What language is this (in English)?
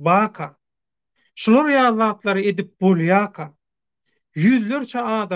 Turkmen